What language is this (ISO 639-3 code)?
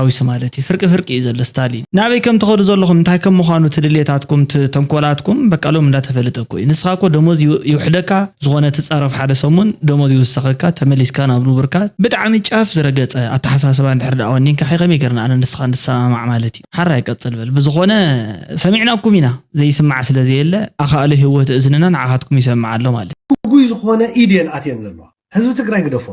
tir